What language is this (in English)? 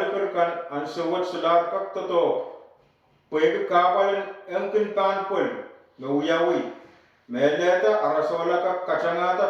Pohnpeian